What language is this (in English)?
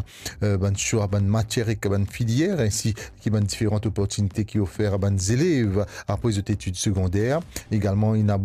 Morisyen